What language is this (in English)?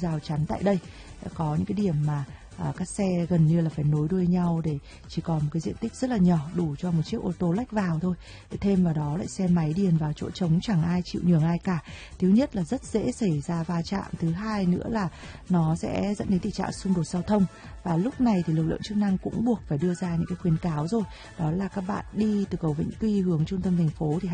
Vietnamese